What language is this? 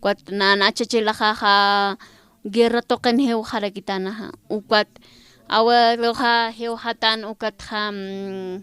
Aymara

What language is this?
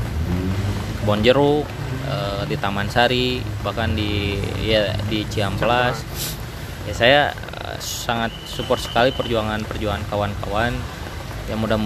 Indonesian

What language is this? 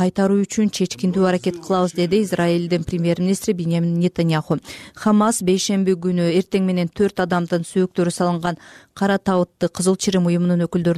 Kyrgyz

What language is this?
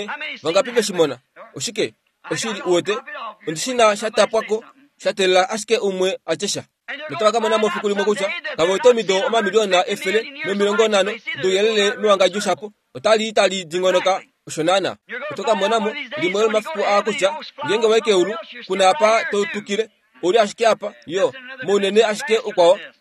Kuanyama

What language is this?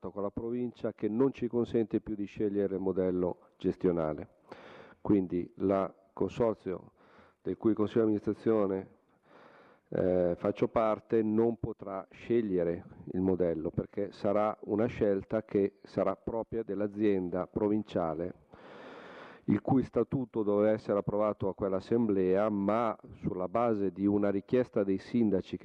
Italian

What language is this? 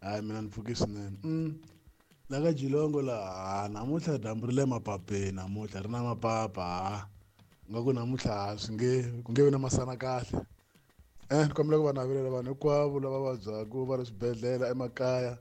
Tsonga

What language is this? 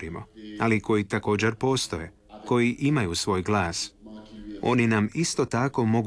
Croatian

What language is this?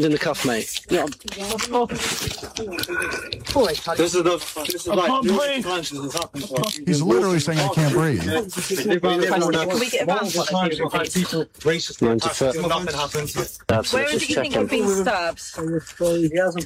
English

